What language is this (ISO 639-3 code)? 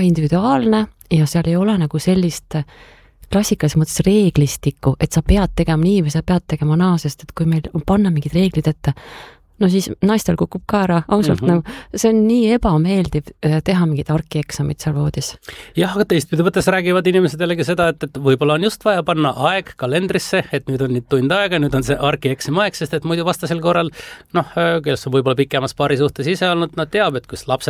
est